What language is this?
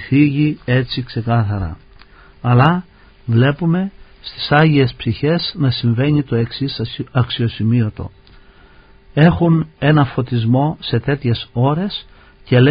Greek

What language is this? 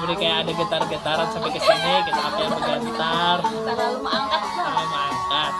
Banjar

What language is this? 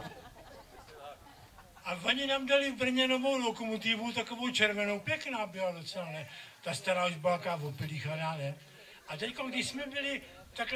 Czech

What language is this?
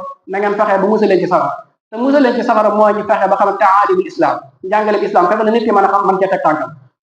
Wolof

